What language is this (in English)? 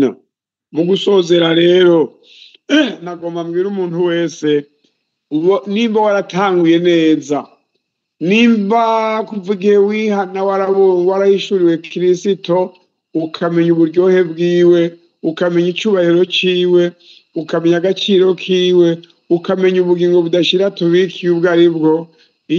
Rundi